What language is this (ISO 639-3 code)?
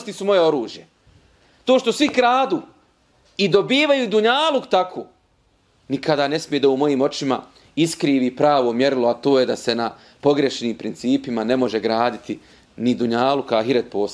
bos